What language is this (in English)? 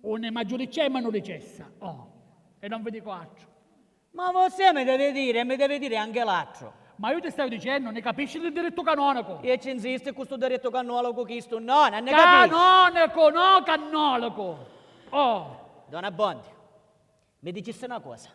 Sicilian